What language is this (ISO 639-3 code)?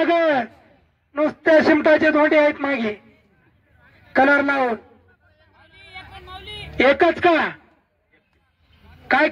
mar